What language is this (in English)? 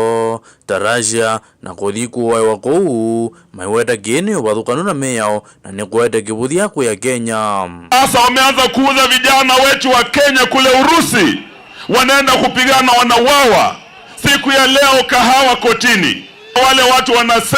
Kamba